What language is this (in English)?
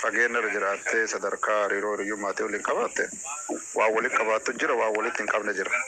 Oromo